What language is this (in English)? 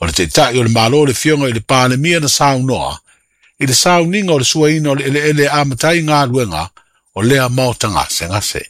Samoan